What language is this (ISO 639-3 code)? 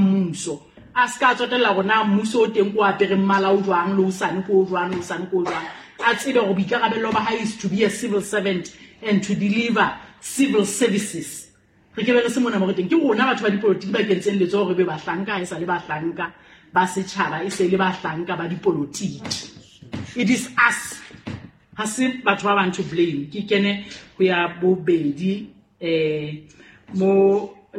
sot